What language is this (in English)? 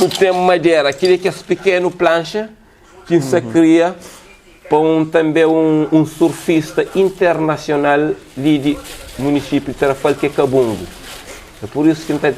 Kabuverdianu